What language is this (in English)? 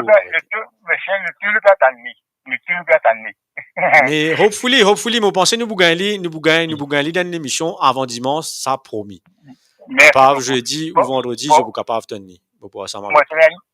Morisyen